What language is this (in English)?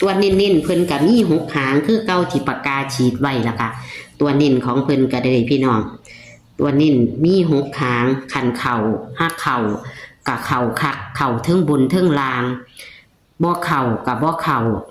Northeastern Thai